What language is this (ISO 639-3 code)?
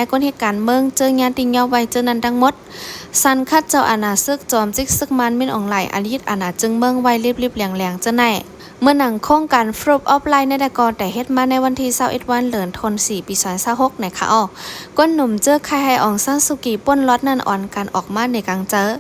shn